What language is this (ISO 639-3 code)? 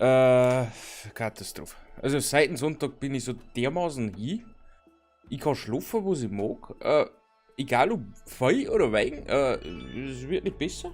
bar